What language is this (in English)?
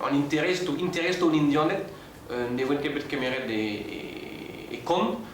Breton